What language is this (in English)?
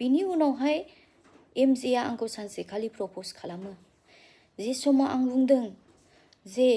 Bodo